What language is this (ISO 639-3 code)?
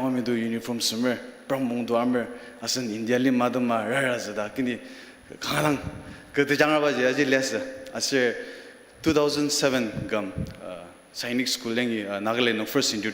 njo